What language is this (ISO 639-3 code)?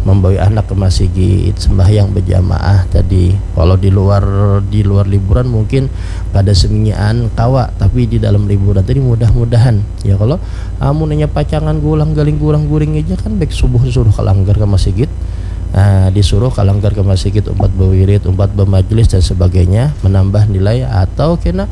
bjn